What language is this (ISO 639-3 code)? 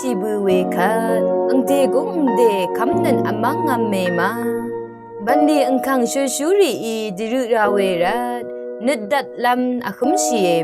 raw